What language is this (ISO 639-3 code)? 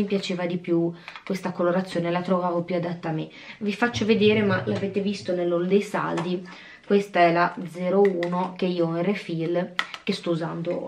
ita